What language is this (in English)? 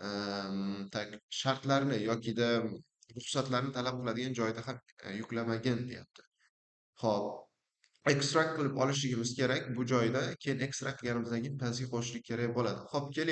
Uzbek